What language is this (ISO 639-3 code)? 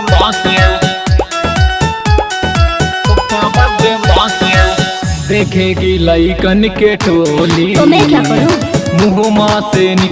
bho